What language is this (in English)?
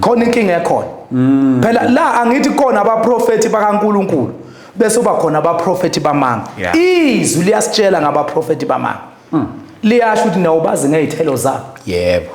Zulu